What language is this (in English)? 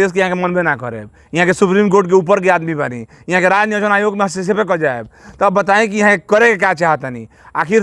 Bhojpuri